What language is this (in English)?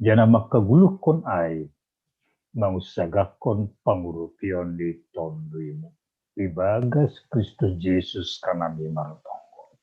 Batak Simalungun